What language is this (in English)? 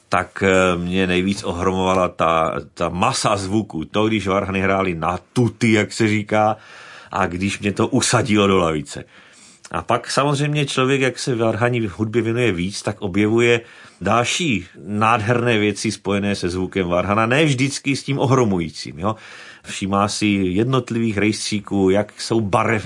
Czech